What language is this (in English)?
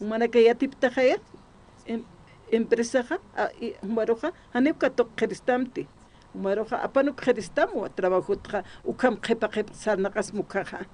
Aymara